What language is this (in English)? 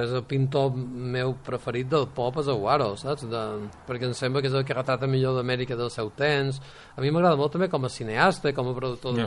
Catalan